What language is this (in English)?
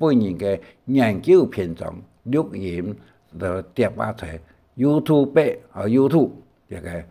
Hakka Chinese